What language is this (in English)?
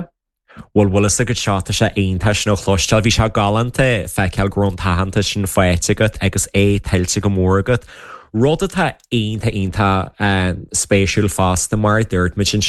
Irish